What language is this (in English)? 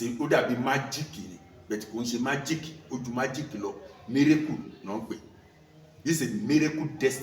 Yoruba